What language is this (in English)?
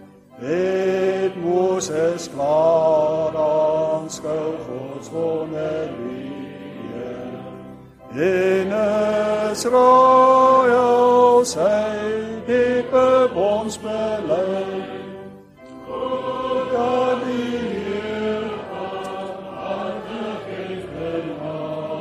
Afrikaans